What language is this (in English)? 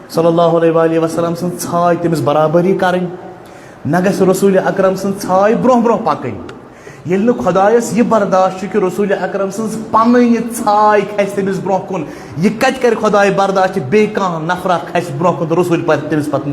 Kashmiri